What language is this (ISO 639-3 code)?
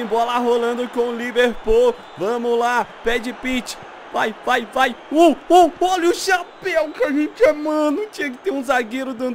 por